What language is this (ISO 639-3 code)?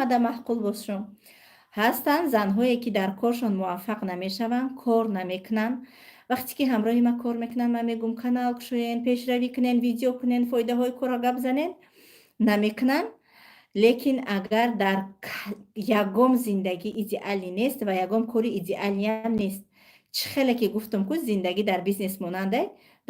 tgk